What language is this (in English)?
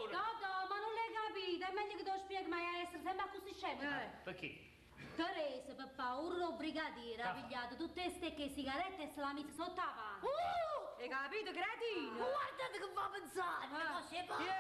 Neapolitan